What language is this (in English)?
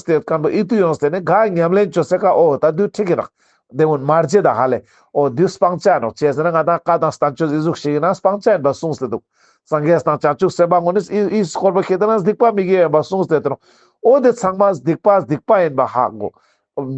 Ladakhi